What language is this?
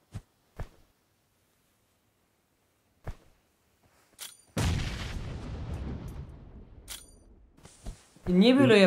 Turkish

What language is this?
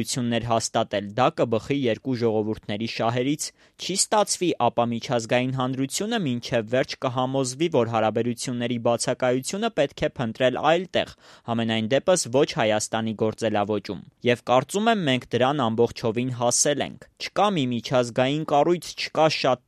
Armenian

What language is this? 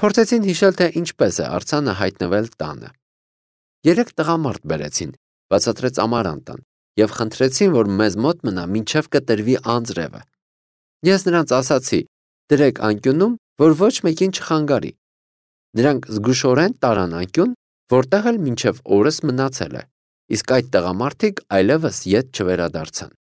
Armenian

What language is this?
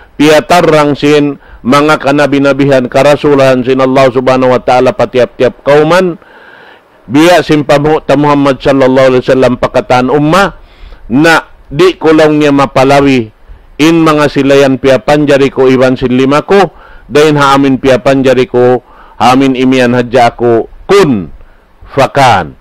Tausug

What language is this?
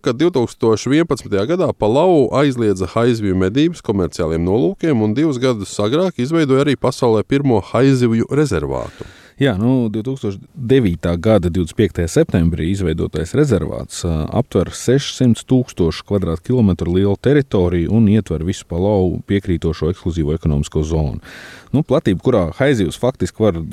Latvian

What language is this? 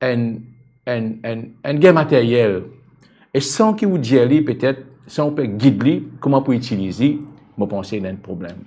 Morisyen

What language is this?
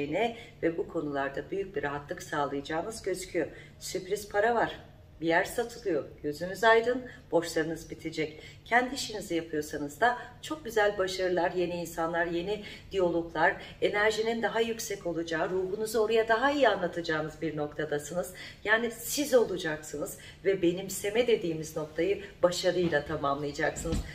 Turkish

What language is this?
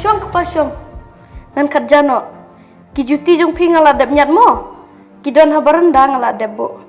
Khasi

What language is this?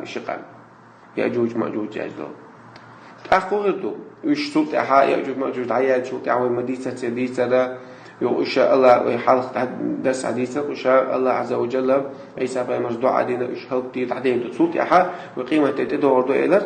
Chechen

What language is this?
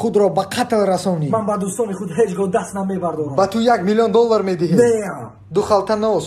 Tajik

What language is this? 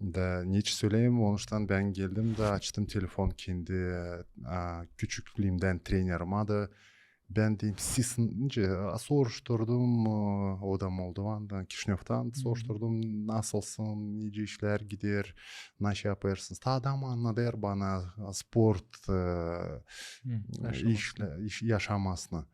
Gagauz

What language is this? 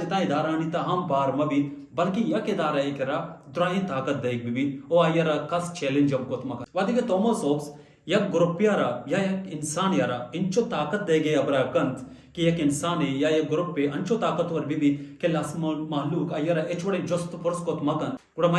Baluchi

